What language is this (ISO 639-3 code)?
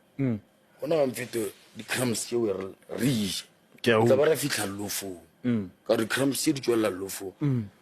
nso